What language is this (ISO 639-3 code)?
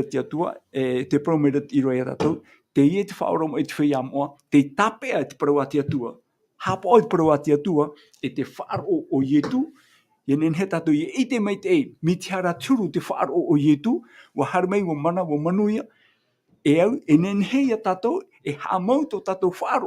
tah